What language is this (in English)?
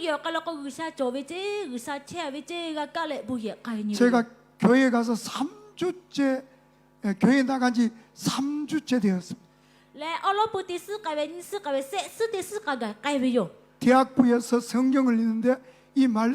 Lahu